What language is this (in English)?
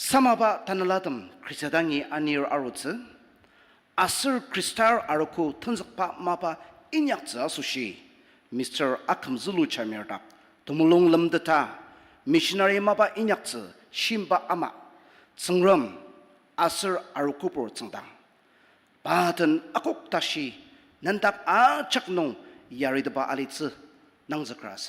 Ao Naga